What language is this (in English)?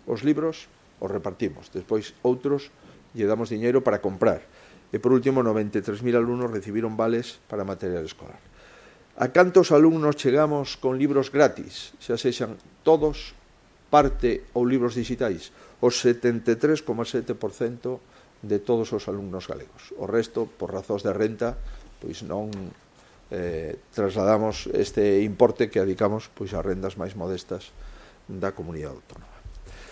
Galician